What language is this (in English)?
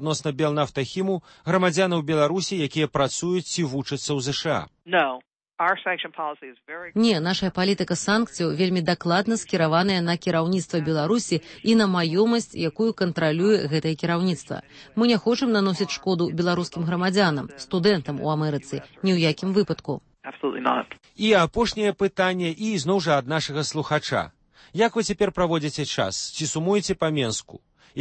Belarusian